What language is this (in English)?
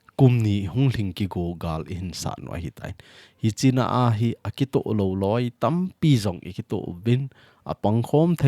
Thado Chin